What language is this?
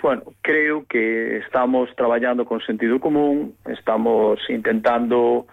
Galician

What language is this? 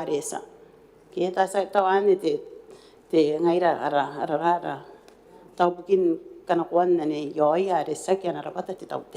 Gilbertese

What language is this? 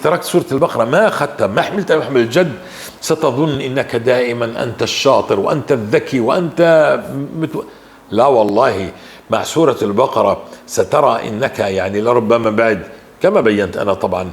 North Levantine Arabic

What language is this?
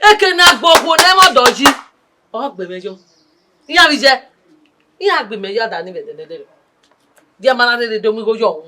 Bini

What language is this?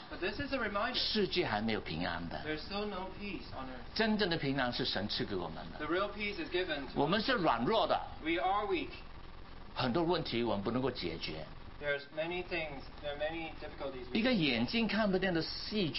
Chinese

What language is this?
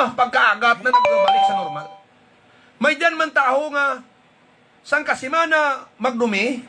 Hiligaynon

